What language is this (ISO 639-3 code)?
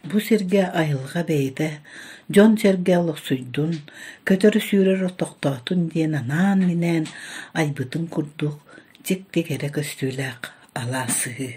sah